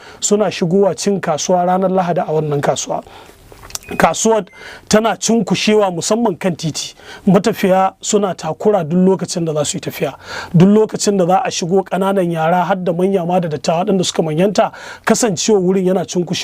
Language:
Hausa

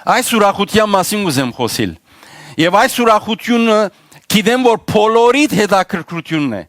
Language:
Western Armenian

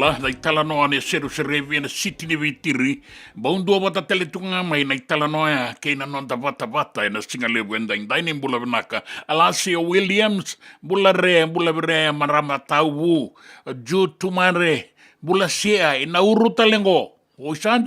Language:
Fijian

